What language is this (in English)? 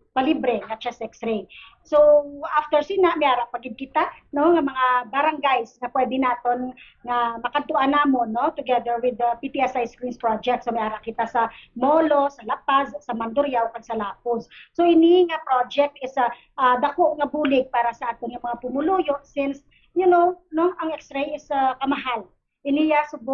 Hiligaynon